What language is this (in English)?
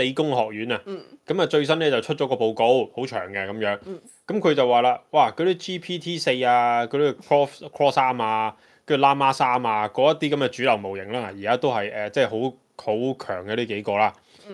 Cantonese